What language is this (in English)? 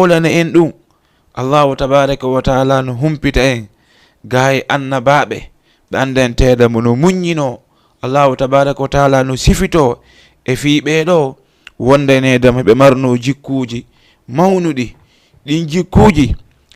Fula